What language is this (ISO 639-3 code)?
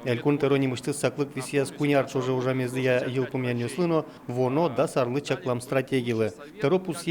udm